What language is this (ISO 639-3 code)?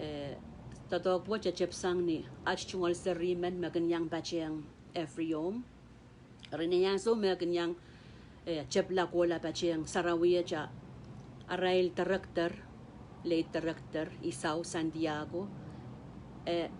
pon